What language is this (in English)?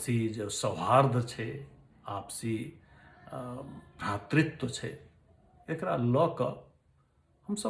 Maithili